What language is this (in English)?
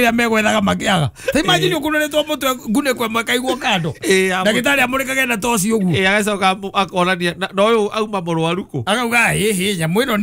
Kikuyu